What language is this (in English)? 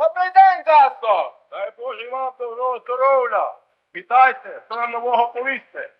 Rusyn